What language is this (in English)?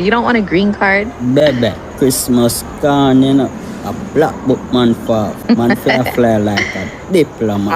Jamaican Creole English